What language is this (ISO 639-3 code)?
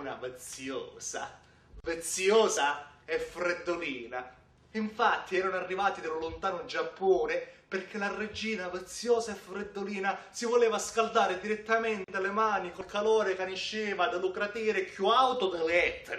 scn